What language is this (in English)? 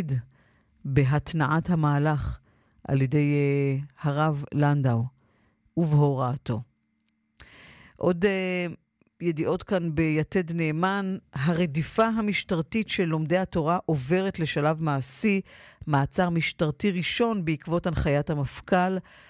Hebrew